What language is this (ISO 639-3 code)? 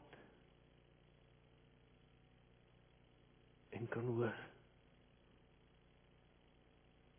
afr